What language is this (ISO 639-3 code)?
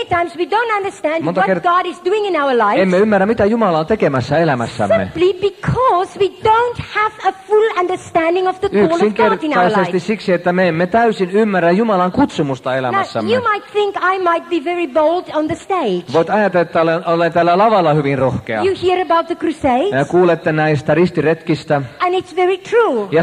fin